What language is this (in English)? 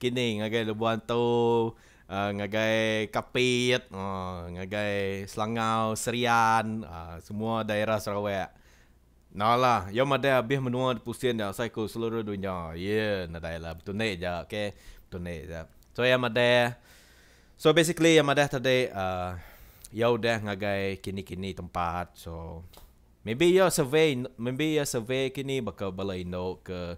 Iban